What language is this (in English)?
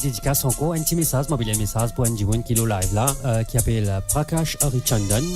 Morisyen